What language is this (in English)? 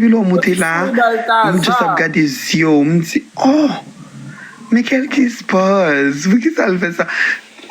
Haitian Creole